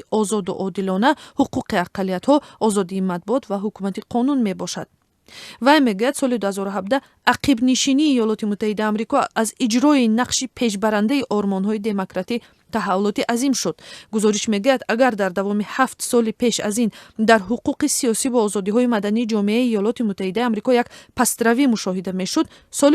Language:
Tajik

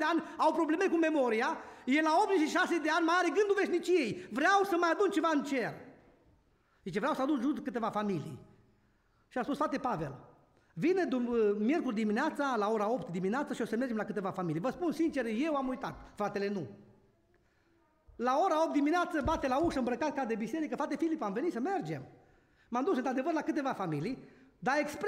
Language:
Romanian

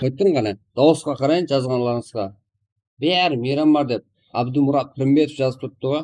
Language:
Kara-Kalpak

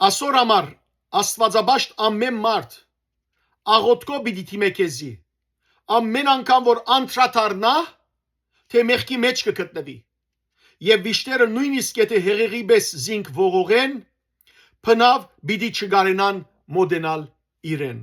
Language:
Western Armenian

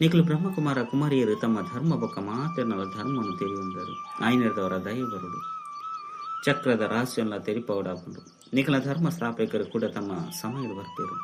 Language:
Tulu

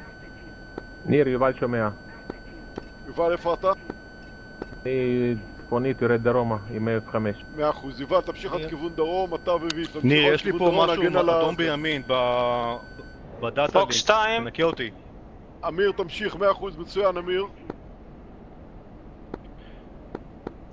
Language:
Hebrew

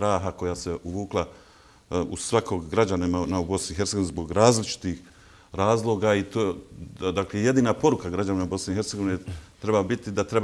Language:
Bosnian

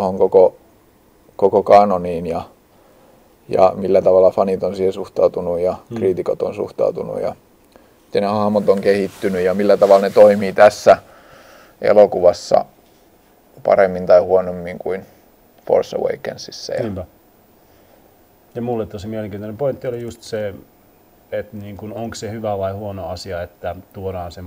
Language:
Finnish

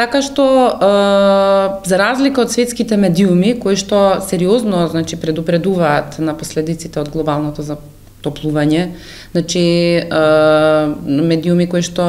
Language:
Macedonian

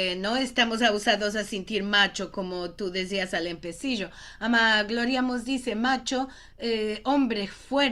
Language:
Ladino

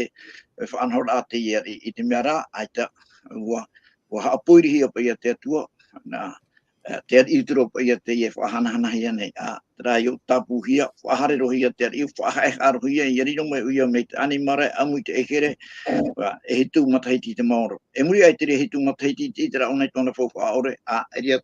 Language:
Tahitian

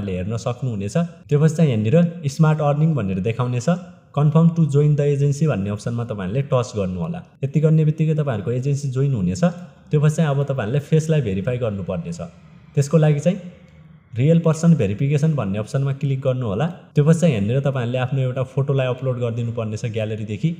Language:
Nepali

